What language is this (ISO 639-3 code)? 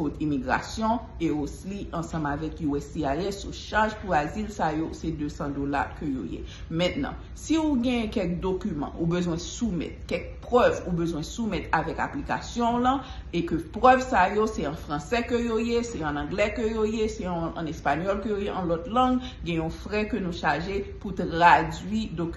hat